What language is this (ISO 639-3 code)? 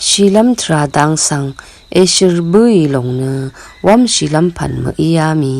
raw